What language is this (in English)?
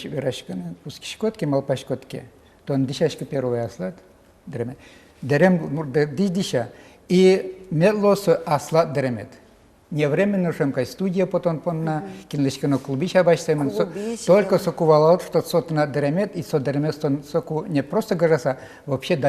Udmurt